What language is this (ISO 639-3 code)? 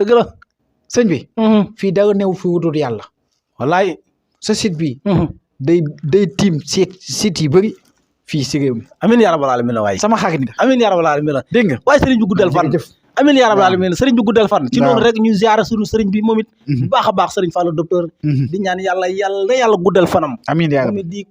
wol